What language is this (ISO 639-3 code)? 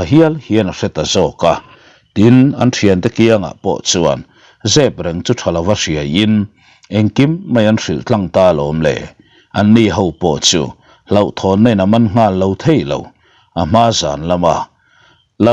lus